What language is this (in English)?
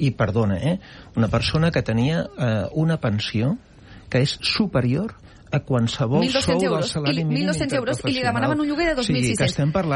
Catalan